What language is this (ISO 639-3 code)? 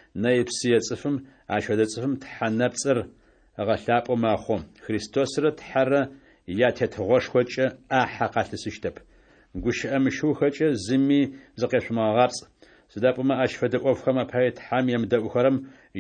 ady